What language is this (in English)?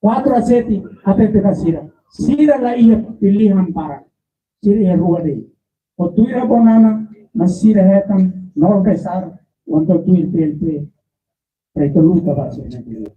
Tetum